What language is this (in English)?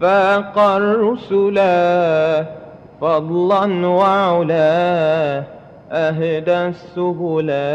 Madurese